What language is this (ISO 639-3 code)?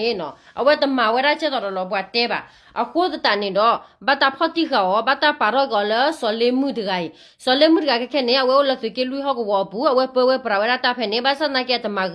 ksw